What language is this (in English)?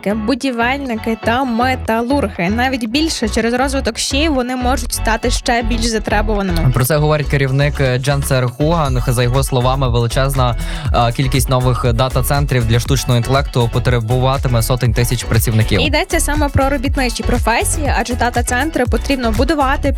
Ukrainian